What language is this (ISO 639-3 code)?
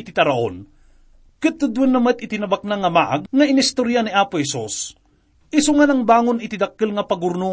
ilo